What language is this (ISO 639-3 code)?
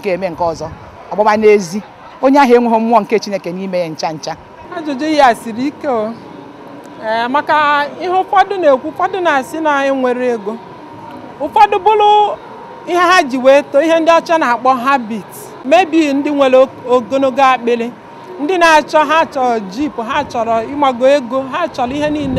ibo